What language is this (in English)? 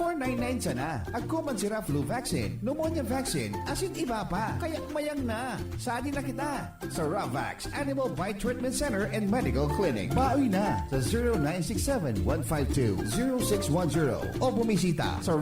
Bikol